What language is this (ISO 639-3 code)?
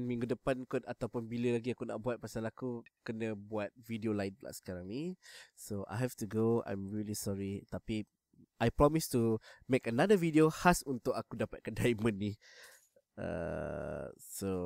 msa